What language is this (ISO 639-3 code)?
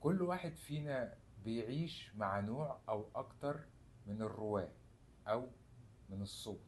arz